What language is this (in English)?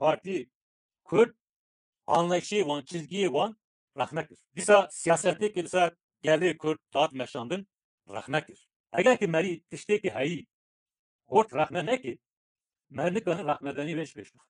Kurdish